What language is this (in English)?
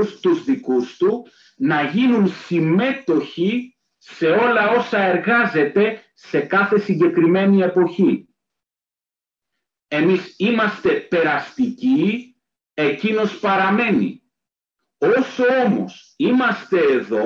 Greek